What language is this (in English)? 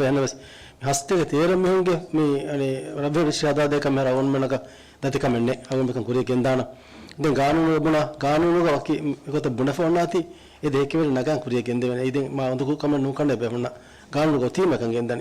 Divehi